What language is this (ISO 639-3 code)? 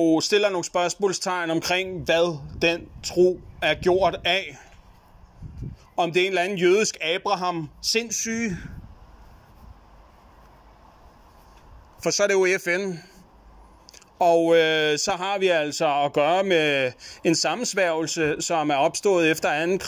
dan